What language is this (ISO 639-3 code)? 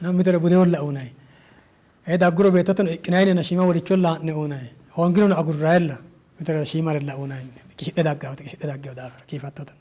sid